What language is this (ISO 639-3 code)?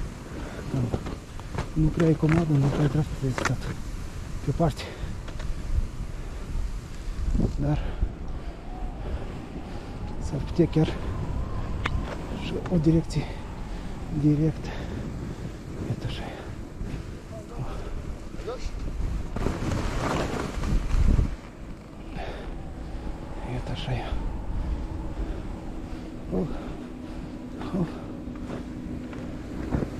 ron